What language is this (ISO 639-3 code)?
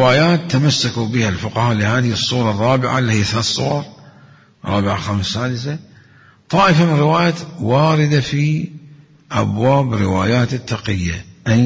acm